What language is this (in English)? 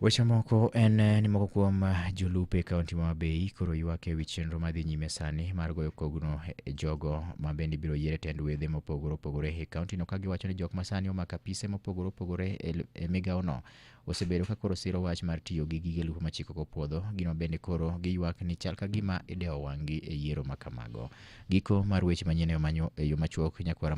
Luo (Kenya and Tanzania)